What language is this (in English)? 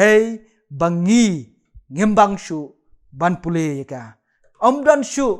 Khasi